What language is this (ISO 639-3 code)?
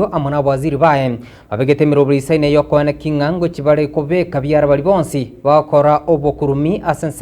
guz